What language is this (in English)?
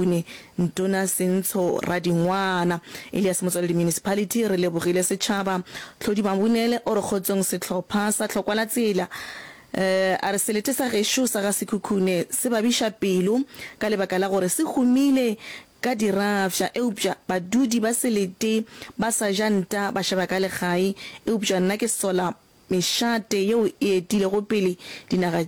Northern Sotho